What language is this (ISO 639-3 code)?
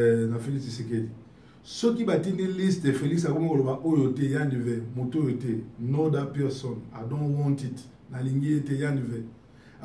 lin